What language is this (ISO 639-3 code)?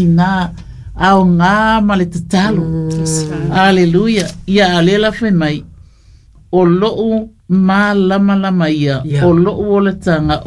smo